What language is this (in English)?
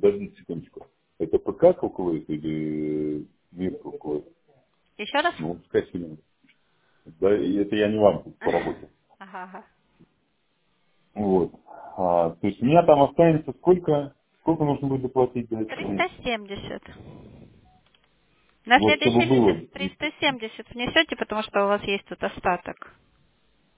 Russian